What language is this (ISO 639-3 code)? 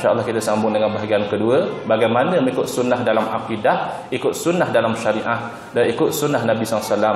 msa